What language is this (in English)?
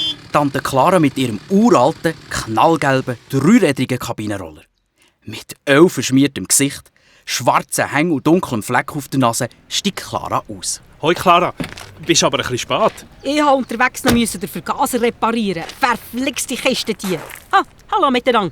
Swiss German